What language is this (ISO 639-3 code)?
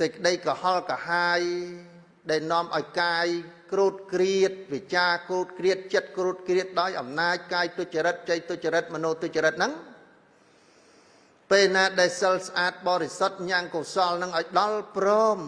khm